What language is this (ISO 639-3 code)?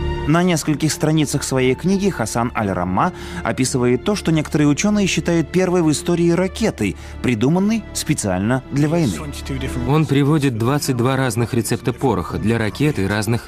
rus